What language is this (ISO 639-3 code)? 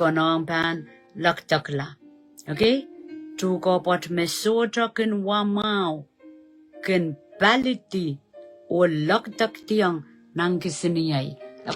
pon